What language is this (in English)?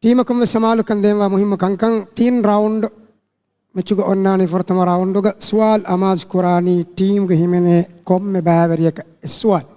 Divehi